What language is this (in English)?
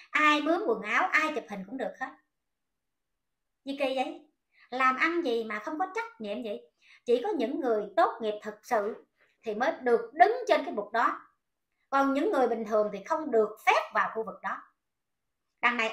Vietnamese